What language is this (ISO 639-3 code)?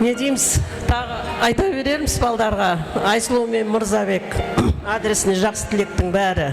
kaa